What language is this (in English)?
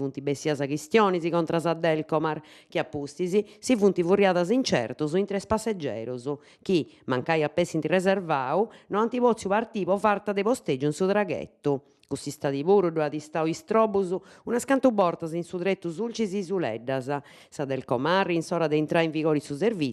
Sardinian